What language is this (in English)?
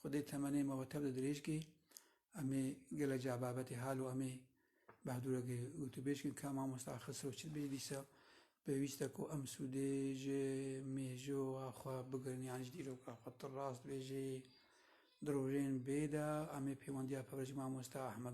Kurdish